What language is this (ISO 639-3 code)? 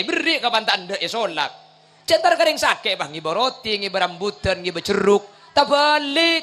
mad